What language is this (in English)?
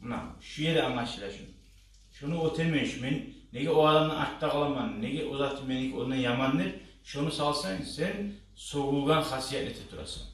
Kumyk